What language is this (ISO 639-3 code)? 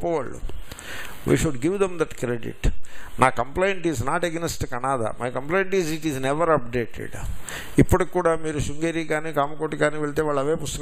tel